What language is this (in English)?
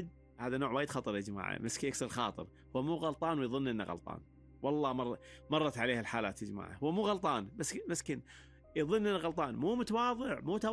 Gulf Arabic